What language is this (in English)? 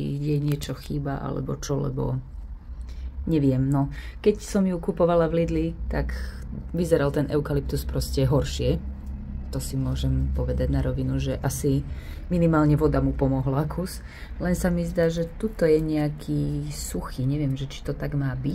Slovak